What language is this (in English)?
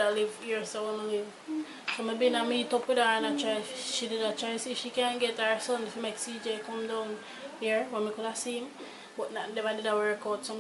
Jamaican Creole English